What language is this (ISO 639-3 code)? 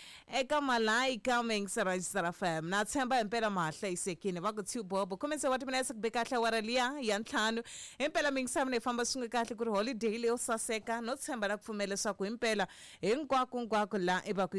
tso